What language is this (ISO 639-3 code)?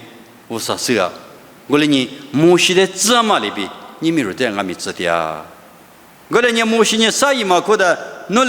lis